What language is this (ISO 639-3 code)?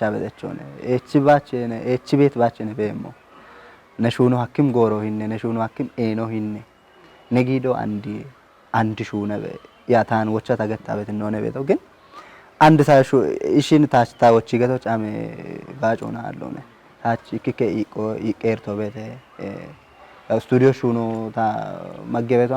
kbr